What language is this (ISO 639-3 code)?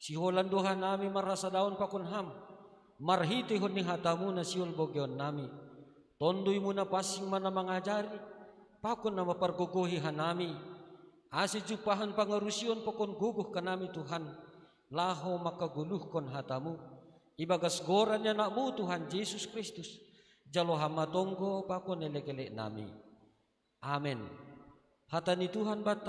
bts